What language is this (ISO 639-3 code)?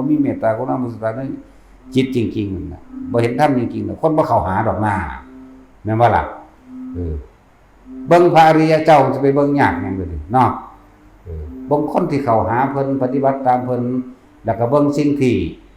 tts